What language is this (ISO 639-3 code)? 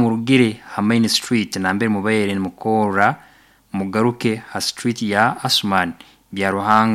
nyo